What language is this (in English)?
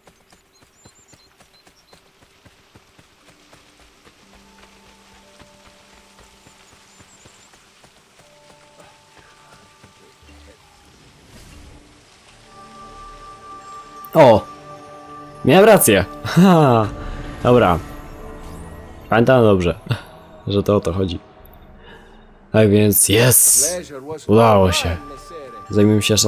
Polish